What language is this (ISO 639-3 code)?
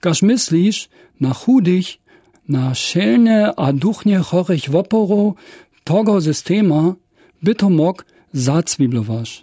dsb